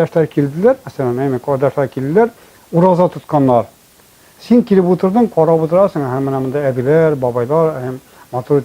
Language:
Tatar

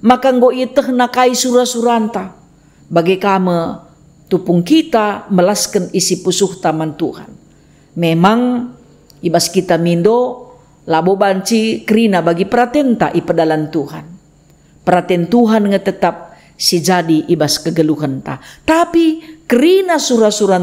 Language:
Batak Karo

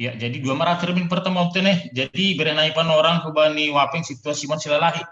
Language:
Batak Simalungun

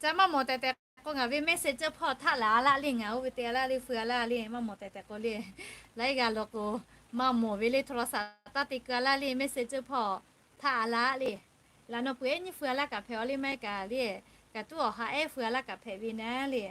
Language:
Lahu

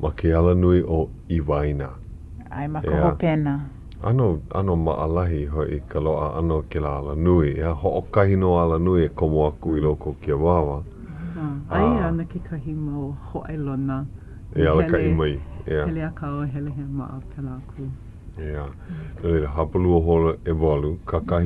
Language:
Hawaiian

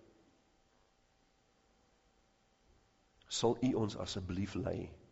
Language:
Afrikaans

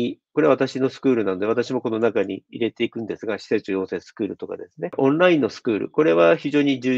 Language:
Japanese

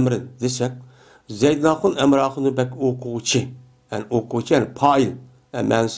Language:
Uyghur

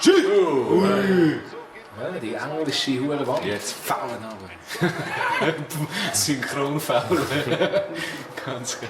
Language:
Swiss German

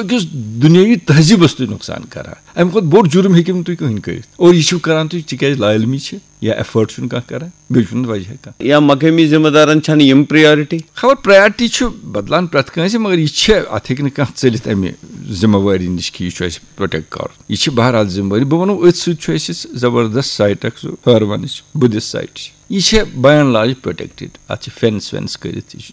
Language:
Kashmiri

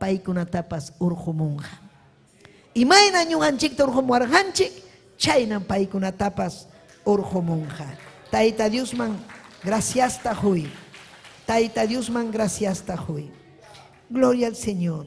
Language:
Ayacucho Quechua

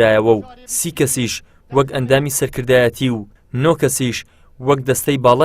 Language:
Central Kurdish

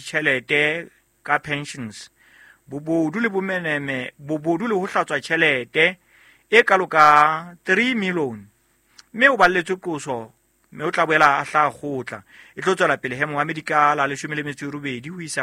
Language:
Southern Sotho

